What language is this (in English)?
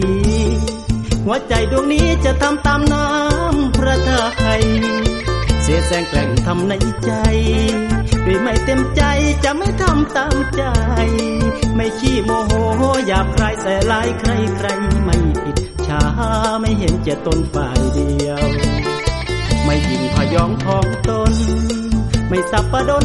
Thai